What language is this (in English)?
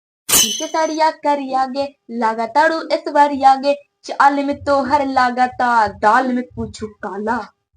Magahi